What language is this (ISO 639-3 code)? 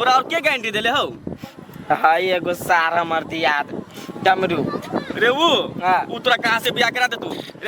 mai